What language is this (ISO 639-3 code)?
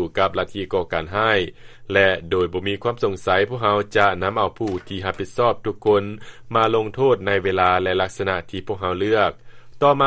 lao